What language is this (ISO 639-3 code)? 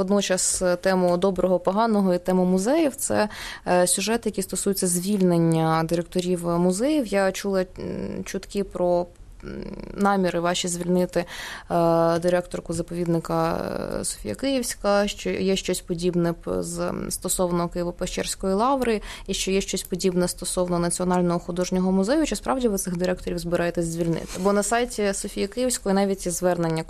ukr